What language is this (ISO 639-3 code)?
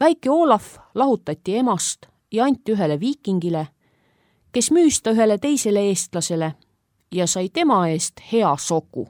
est